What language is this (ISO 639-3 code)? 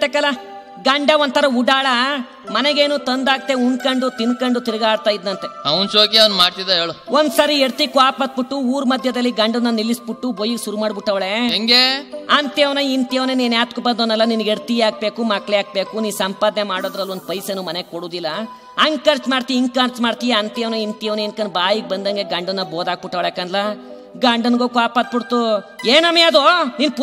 kan